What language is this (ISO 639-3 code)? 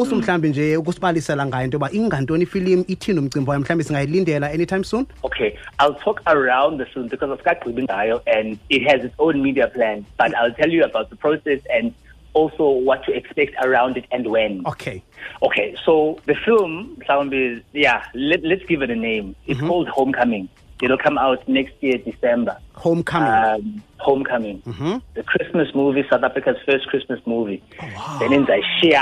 xho